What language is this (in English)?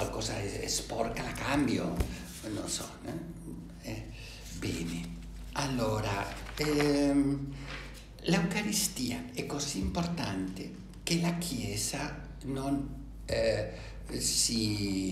Italian